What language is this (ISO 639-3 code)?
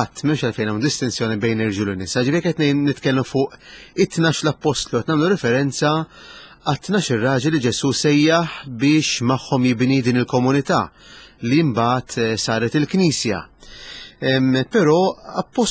mlt